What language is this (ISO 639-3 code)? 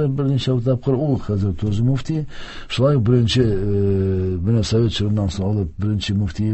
tat